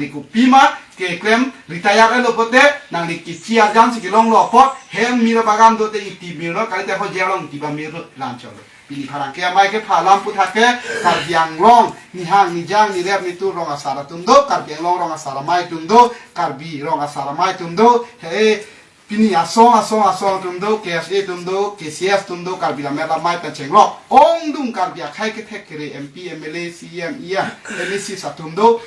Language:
Karbi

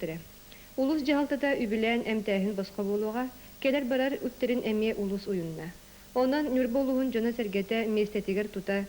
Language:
Yakut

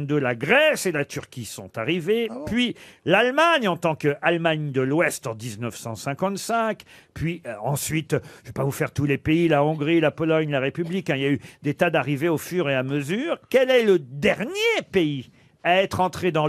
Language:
French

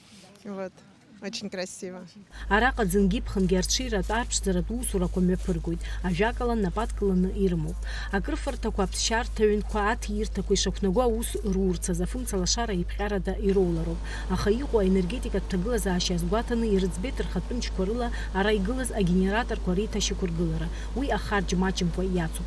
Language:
Abkhazian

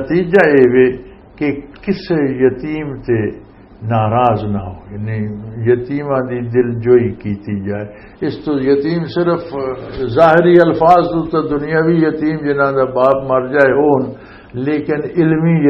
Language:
Western Panjabi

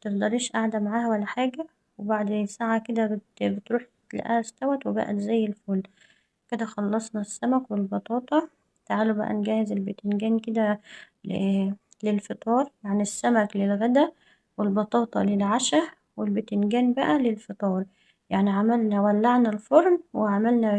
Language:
Egyptian Arabic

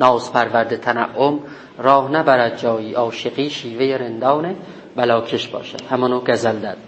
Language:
South Azerbaijani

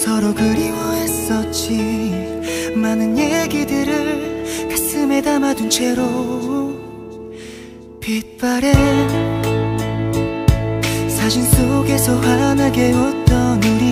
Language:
Korean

